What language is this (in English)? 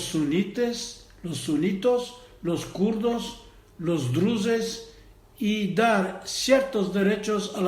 Ladino